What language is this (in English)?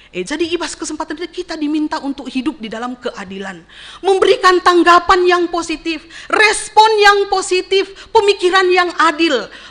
Batak Karo